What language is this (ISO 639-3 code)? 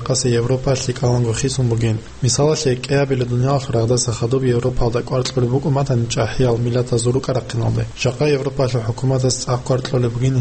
ava